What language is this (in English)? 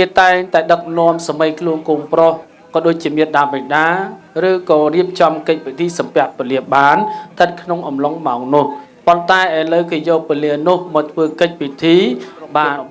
Khmer